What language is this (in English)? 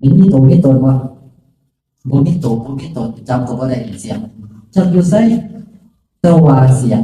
Northeastern Thai